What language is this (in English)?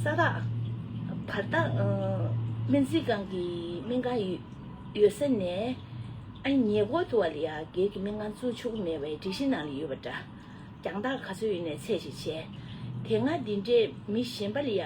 Tibetan